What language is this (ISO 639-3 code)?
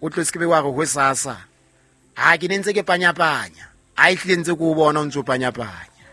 sot